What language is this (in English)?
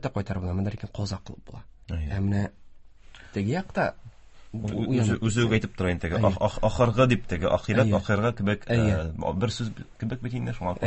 Tatar